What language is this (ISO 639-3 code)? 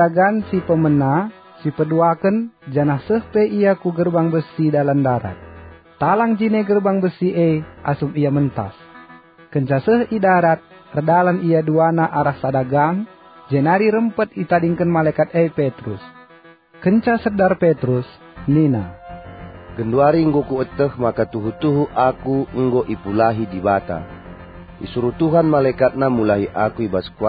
btx